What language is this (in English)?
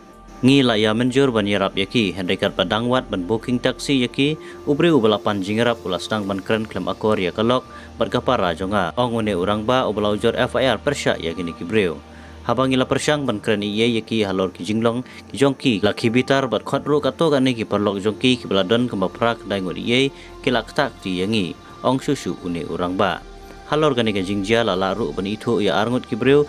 Khasi